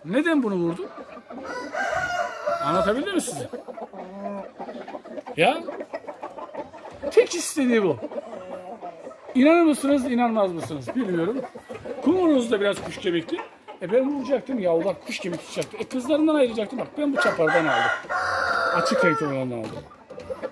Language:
Turkish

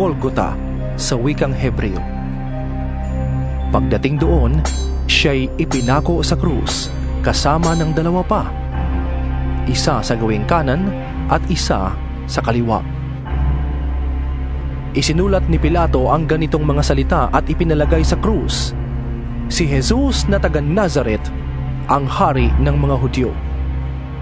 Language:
Filipino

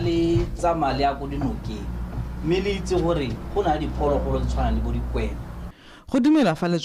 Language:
Tswana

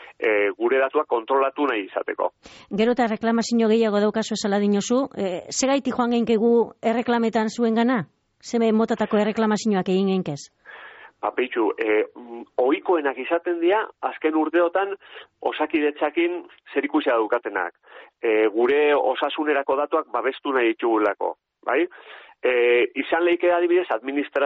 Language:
Basque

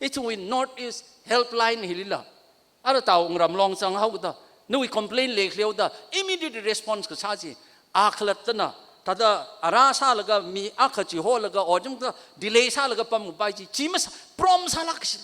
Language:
Tangkhul Naga (India)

